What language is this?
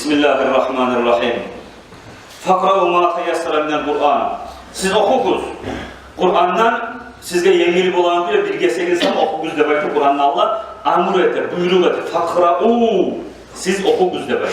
Kumyk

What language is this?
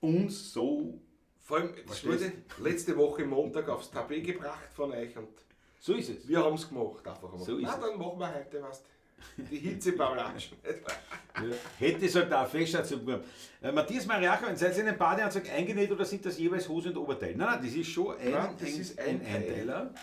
Bavarian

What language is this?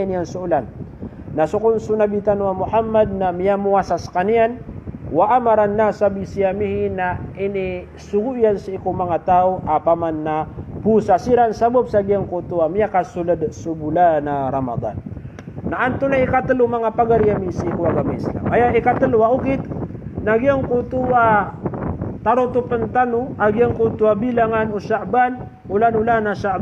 Maranao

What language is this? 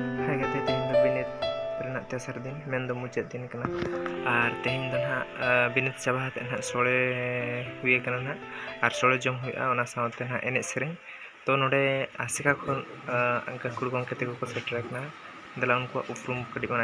Santali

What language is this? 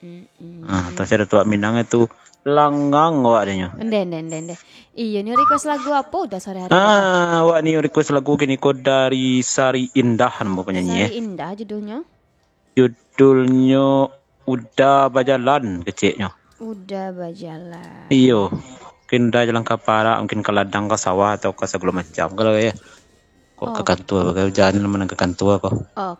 Minangkabau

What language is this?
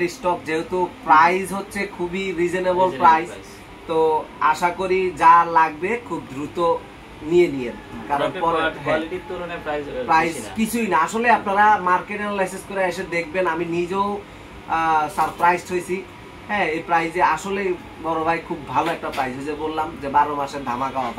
Bangla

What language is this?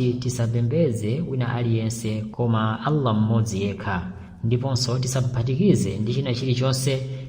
Nyanja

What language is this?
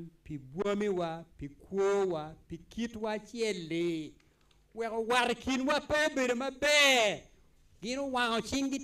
Acoli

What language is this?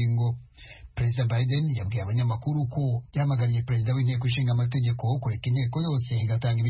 Kinyarwanda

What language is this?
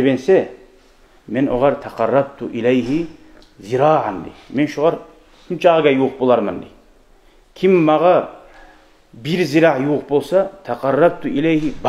Kumyk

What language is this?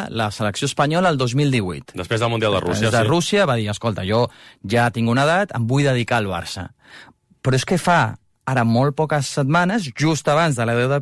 Catalan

